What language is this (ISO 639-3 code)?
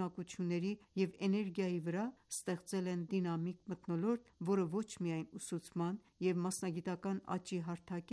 hye